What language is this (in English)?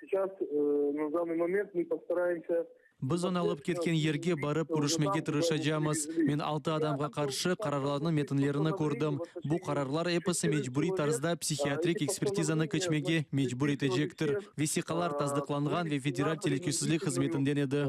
Crimean Tatar